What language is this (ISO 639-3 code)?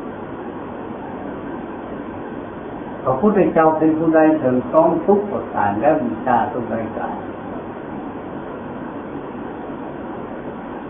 tha